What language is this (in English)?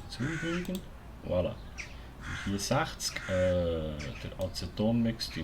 Swiss German